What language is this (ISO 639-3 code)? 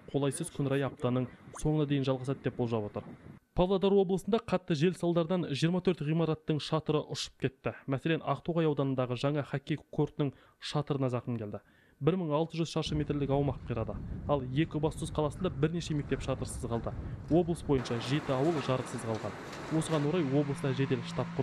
kaz